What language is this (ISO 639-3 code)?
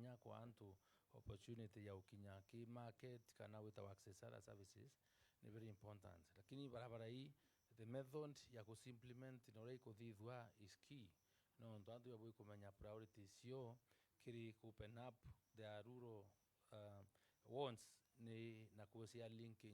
mer